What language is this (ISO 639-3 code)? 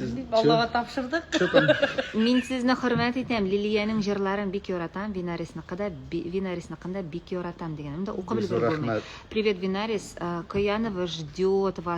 tat